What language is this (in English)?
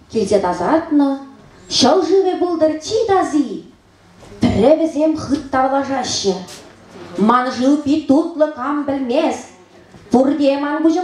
Chuvash